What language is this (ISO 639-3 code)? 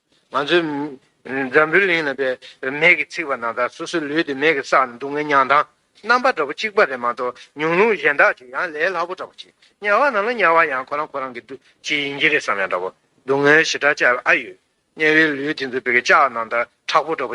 bod